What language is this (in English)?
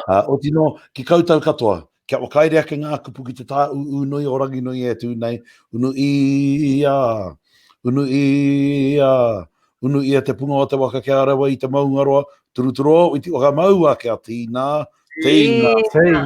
Māori